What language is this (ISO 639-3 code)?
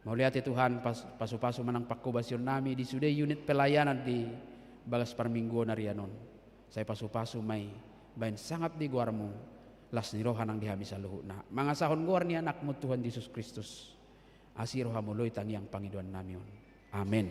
bbc